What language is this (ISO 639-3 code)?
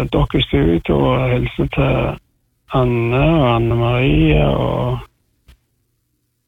nor